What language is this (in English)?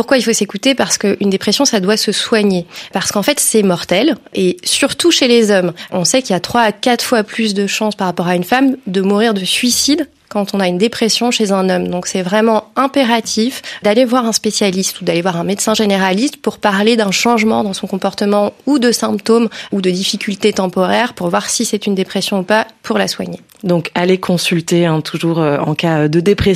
French